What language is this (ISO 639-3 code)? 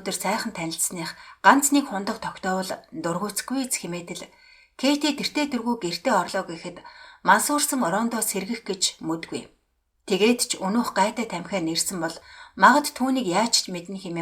mon